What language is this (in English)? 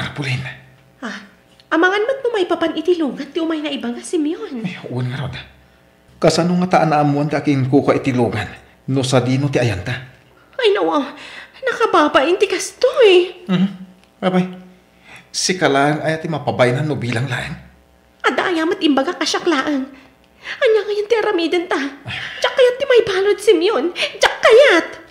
Iloko